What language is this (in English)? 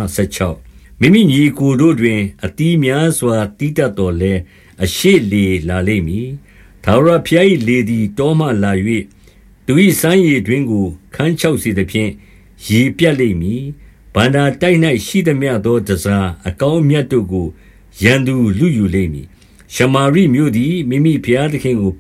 Burmese